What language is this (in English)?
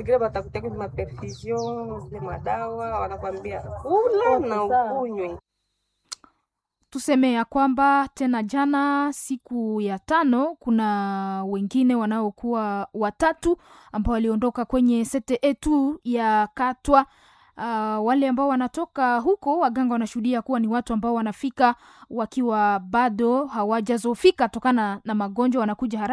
Swahili